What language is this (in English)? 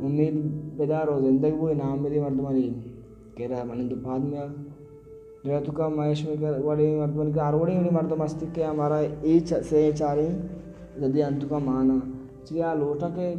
Baluchi